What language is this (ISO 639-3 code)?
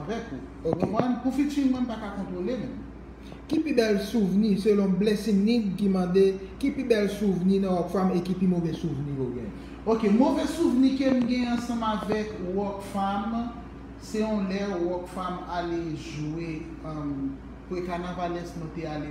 hat